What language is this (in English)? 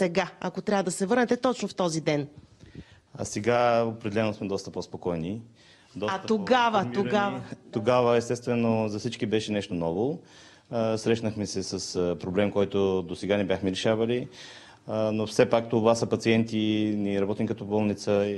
Bulgarian